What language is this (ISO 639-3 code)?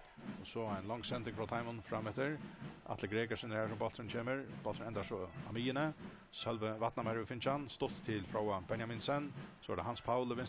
fao